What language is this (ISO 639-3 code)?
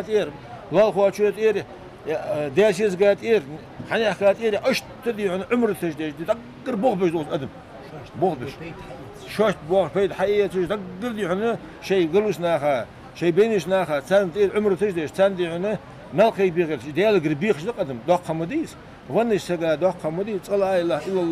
inh